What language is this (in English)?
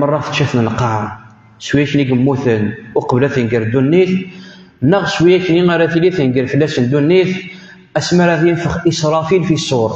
Kabyle